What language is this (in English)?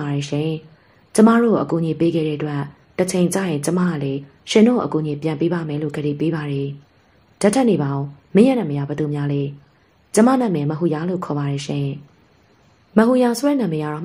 Burmese